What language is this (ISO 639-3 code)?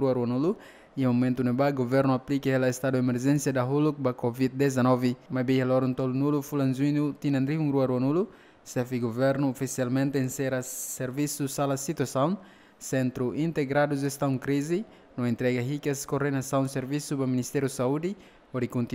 tet